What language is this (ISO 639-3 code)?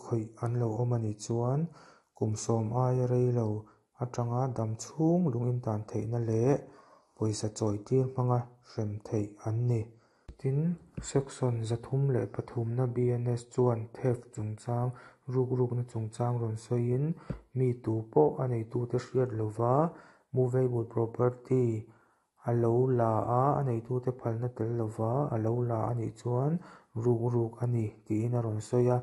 lus